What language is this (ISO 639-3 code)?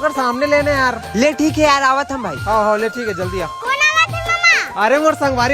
hne